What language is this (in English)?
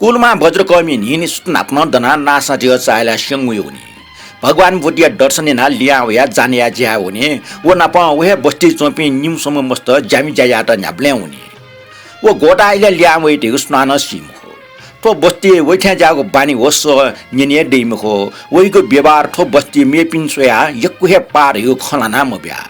Newari